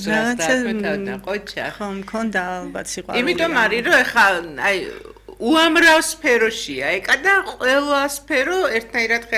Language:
Georgian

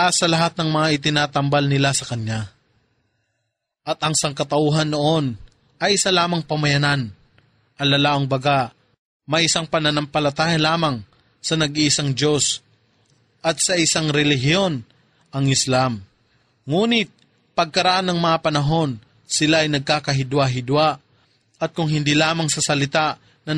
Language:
Filipino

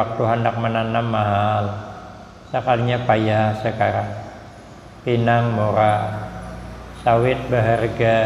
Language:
Banjar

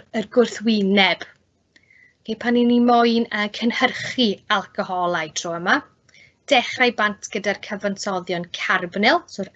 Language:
Welsh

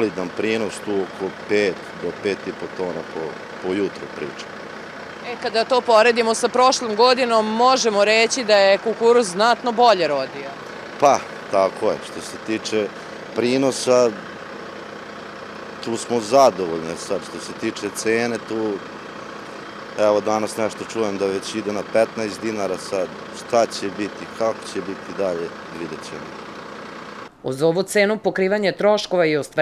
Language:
Serbian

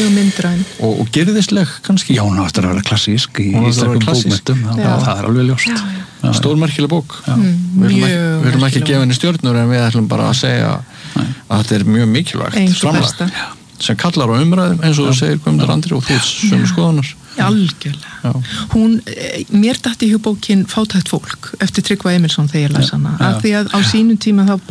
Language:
Icelandic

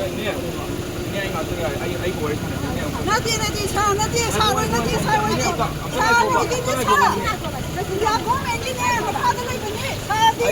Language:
Manipuri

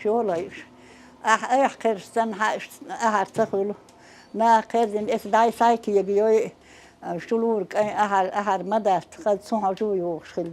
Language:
Chechen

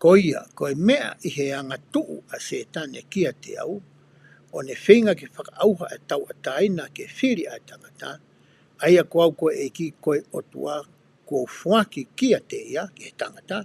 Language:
Tongan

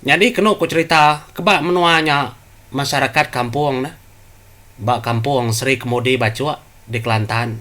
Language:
Iban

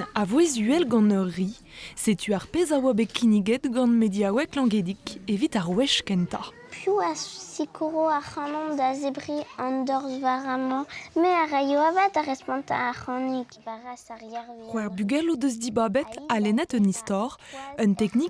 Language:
Breton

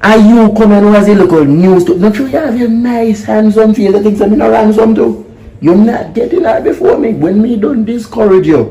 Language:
Jamaican Creole English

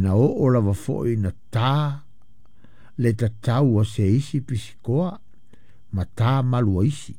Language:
Samoan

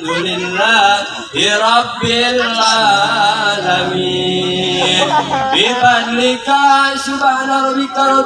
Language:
Betawi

